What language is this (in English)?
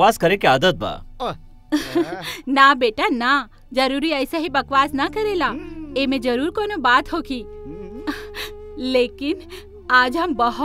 Bhojpuri